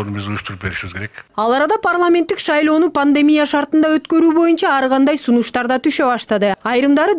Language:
Kyrgyz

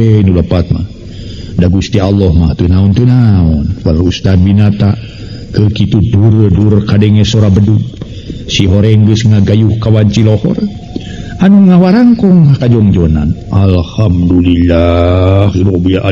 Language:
Sundanese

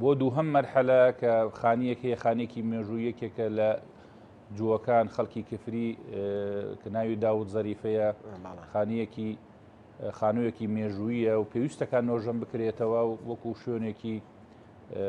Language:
Central Kurdish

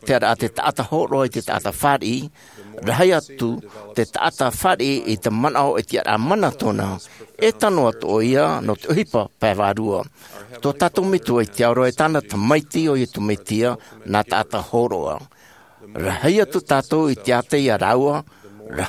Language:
Tahitian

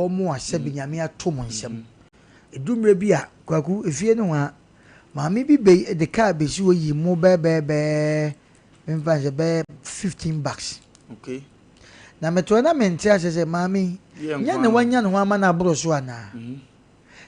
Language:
Akan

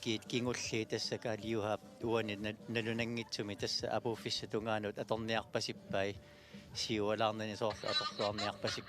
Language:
Kalaallisut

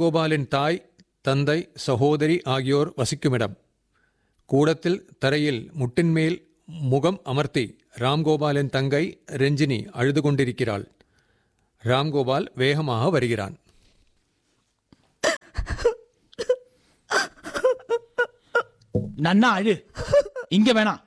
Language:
Tamil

